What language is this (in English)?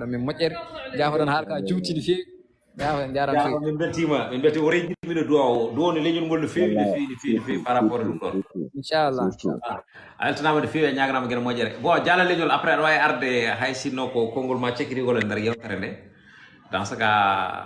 Fula